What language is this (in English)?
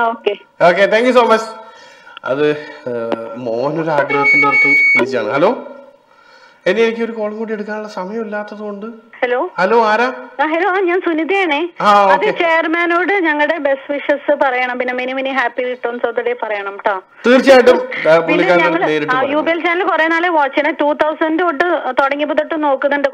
Malayalam